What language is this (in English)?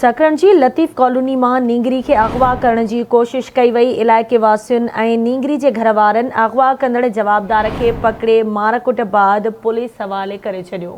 Sindhi